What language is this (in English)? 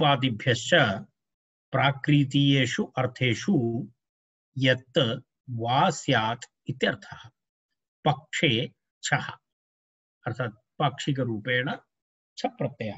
Sanskrit